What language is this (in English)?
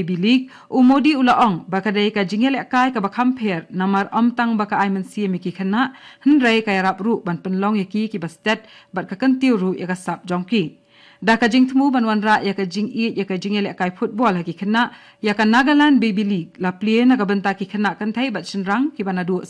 Khasi